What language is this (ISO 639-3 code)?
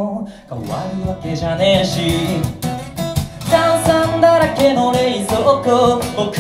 jpn